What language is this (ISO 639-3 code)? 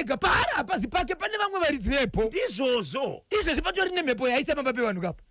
sna